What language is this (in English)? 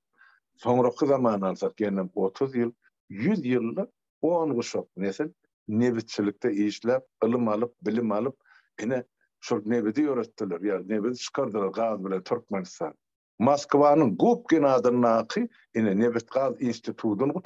Turkmen